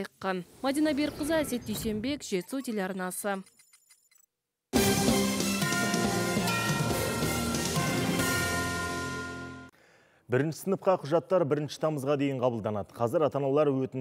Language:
Kazakh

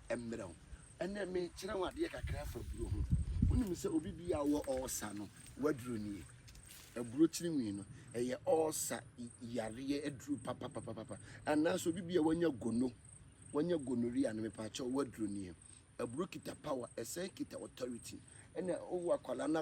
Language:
Akan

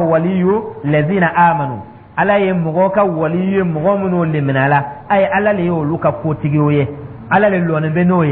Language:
Dyula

